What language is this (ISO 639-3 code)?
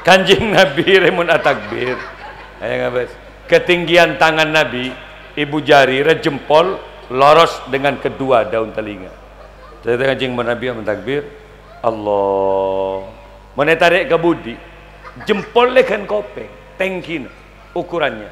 mad